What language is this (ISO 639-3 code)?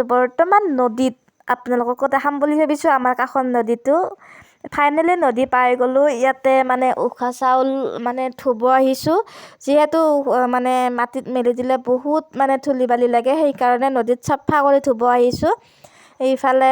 asm